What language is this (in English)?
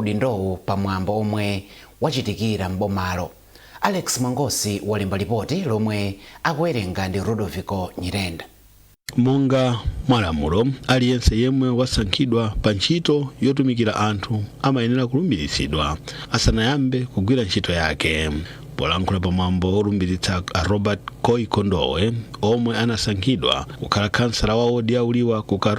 Nyanja